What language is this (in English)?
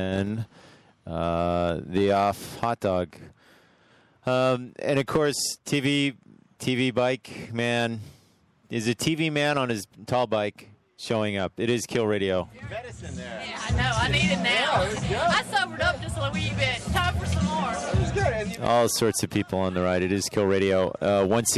English